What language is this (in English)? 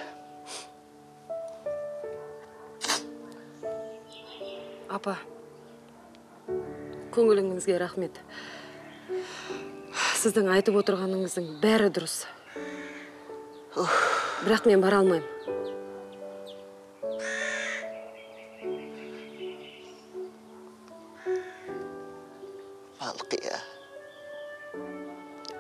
Kazakh